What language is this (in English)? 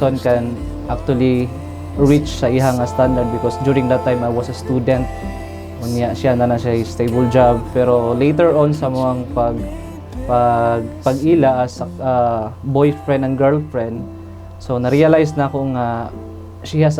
Cebuano